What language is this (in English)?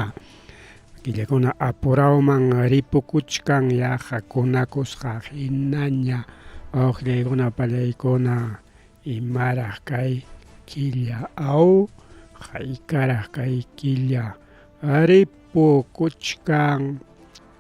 Ayacucho Quechua